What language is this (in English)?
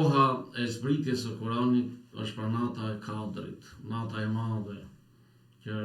Albanian